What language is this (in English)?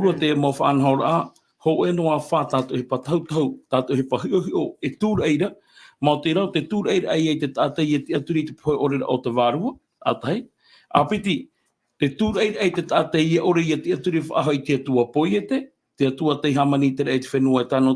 Tahitian